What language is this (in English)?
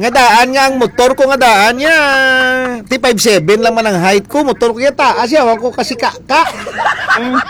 Hiligaynon